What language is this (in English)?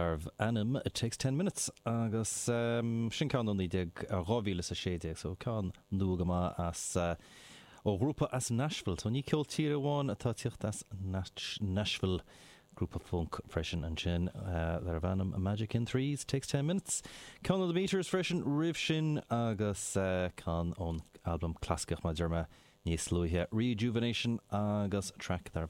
Irish